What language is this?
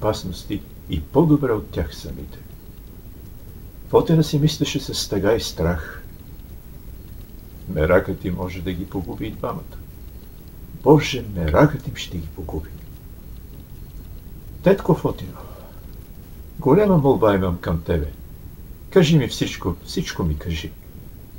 Bulgarian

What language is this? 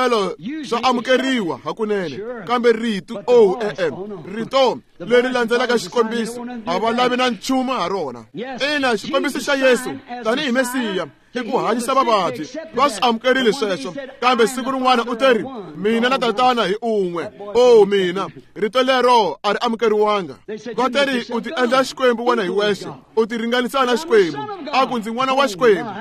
Tsonga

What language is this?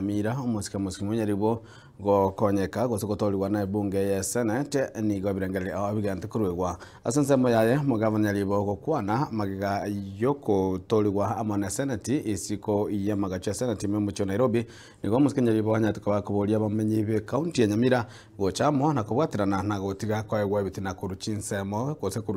Gusii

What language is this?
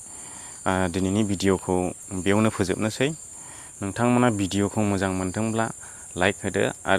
Bodo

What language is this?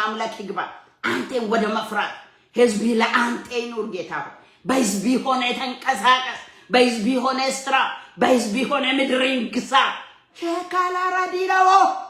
Amharic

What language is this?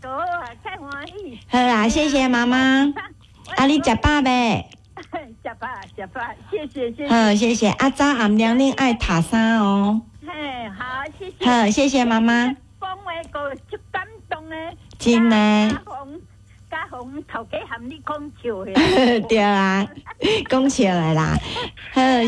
Min Nan Chinese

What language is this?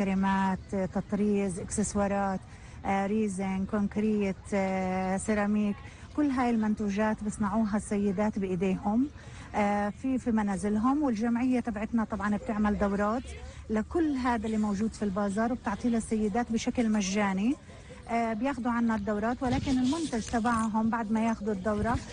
North Levantine Arabic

